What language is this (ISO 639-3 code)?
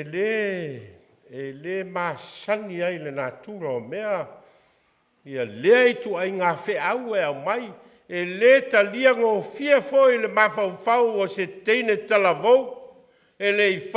smo